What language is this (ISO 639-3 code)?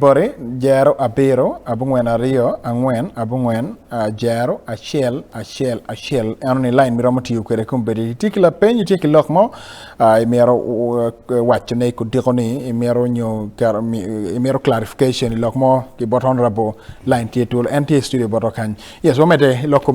ach